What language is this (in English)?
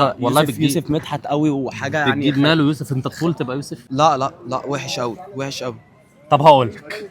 Egyptian Arabic